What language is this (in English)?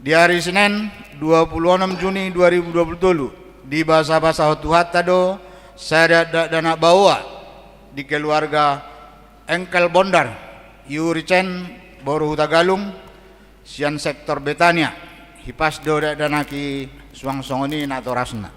Batak Toba